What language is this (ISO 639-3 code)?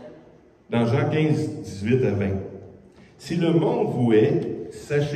fra